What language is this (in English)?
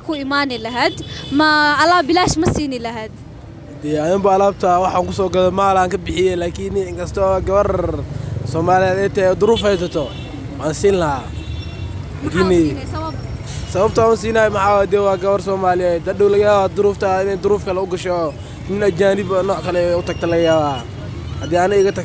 Somali